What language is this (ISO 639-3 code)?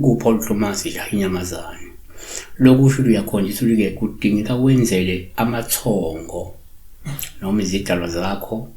zul